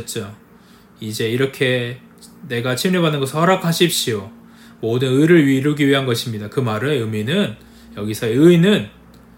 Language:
Korean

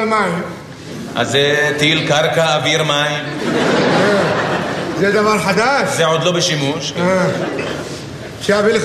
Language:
Hebrew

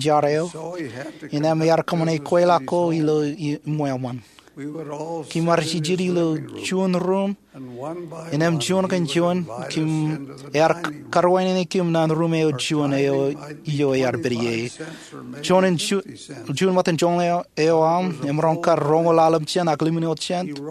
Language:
Marshallese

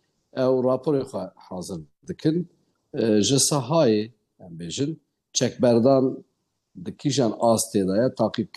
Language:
Kurdish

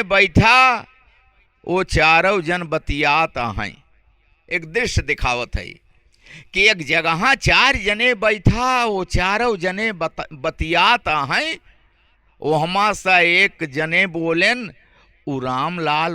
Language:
Awadhi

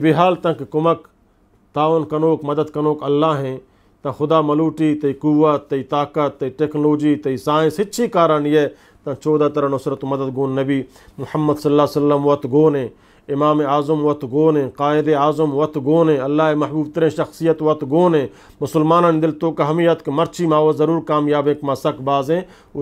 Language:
Eastern Balochi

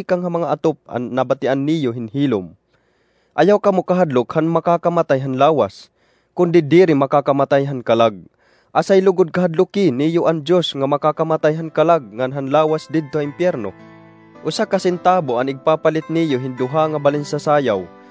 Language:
Waray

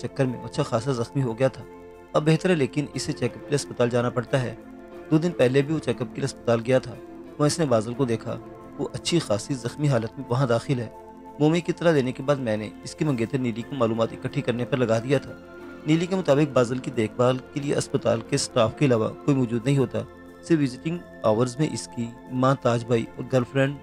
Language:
Urdu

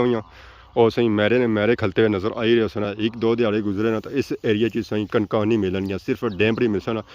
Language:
Pahari-Potwari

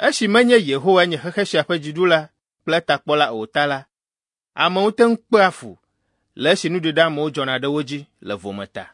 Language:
Ewe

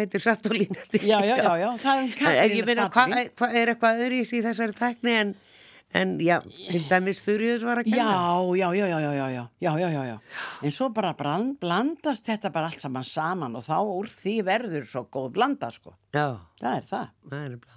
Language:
Icelandic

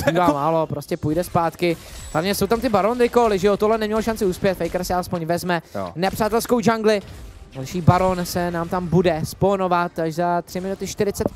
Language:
Czech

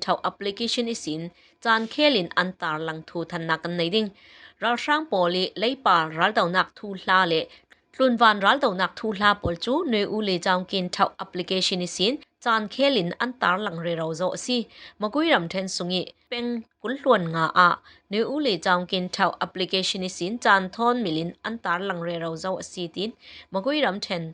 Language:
Falam Chin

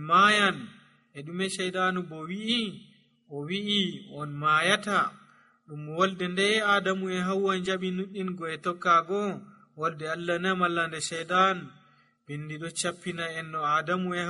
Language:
Nigerian Fulfulde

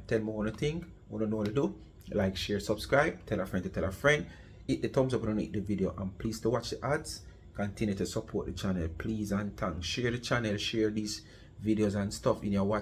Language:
Jamaican Creole English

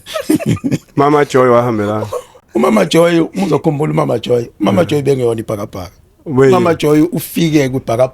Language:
Zulu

